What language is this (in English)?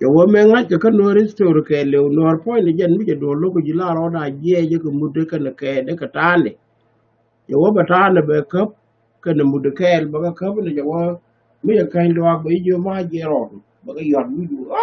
Nuer